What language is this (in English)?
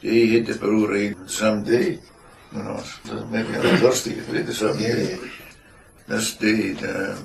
Scots